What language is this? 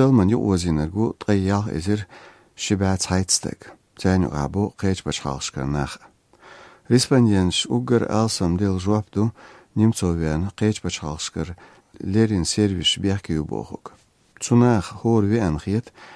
Chechen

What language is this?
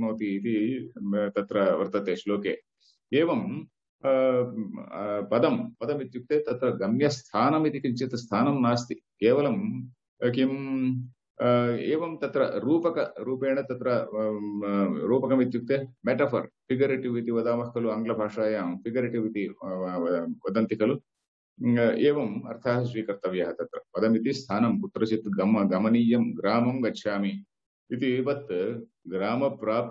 Sanskrit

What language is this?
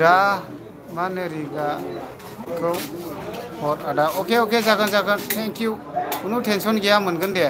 Bodo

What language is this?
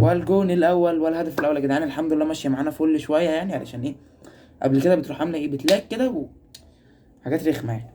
Egyptian Arabic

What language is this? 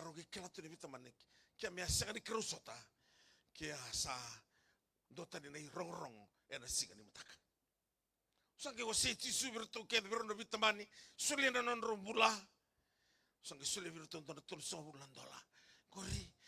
Fijian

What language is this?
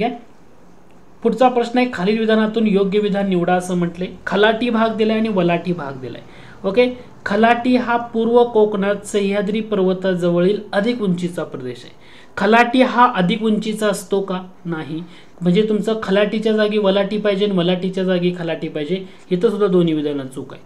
Marathi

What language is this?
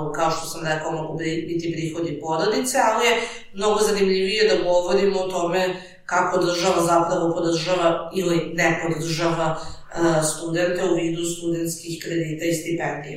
Serbian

